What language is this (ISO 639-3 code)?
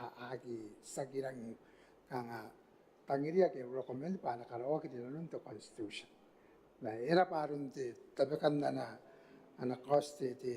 gil